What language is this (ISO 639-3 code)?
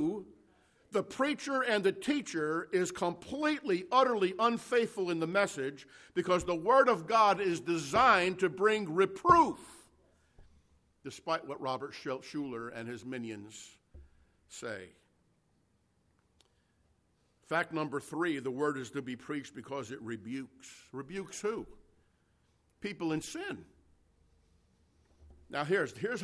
eng